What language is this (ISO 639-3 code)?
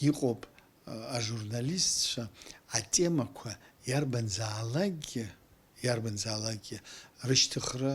abk